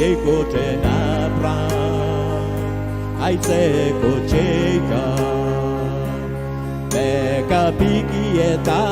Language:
Pohnpeian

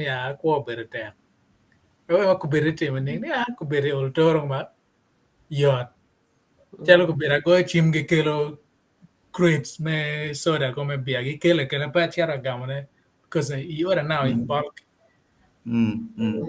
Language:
Acoli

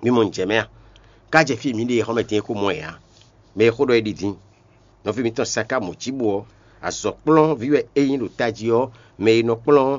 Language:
Fon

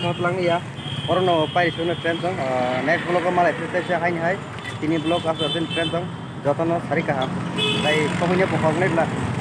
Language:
Kok Borok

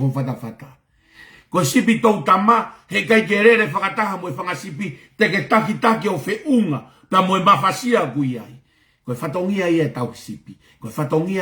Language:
Tongan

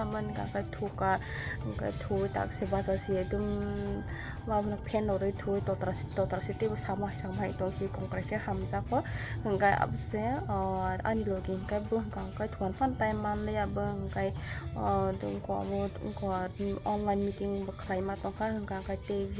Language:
Kok Borok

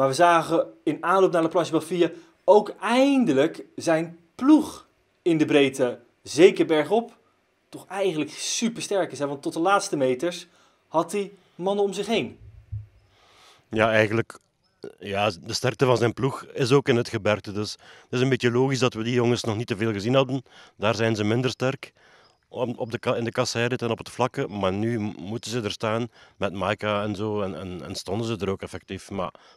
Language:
Dutch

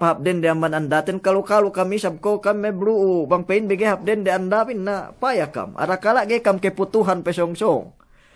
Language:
Yakan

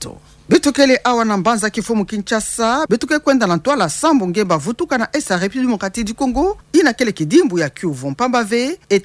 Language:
Kituba (Democratic Republic of Congo)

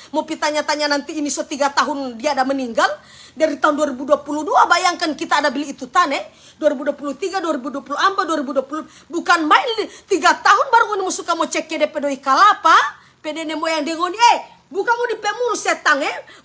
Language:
Manado Malay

